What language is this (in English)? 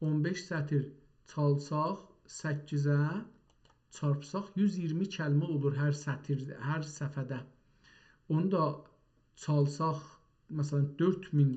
South Azerbaijani